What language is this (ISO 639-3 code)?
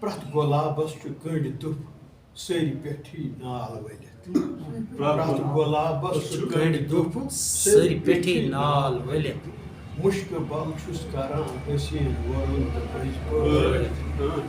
kas